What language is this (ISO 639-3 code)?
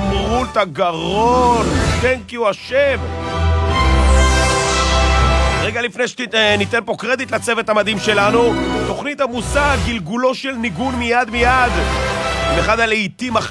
heb